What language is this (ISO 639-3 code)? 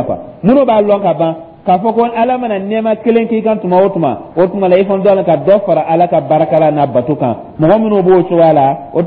dyu